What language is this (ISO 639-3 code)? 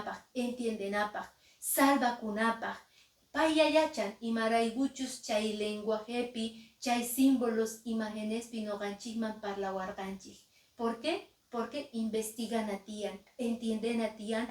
que